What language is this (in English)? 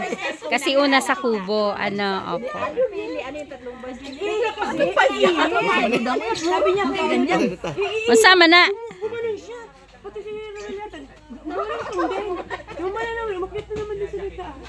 Filipino